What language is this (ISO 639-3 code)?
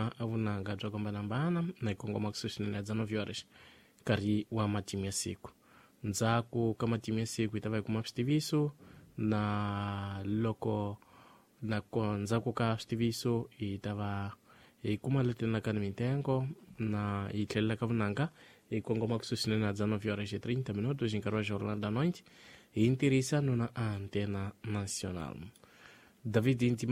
tso